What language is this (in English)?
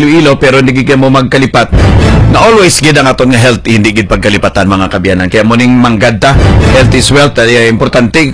Hiligaynon